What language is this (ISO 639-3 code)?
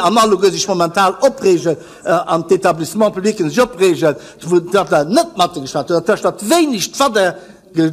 ltz